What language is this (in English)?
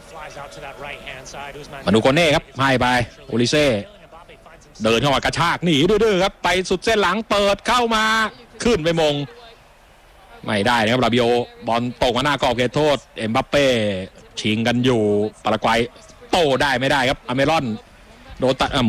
Thai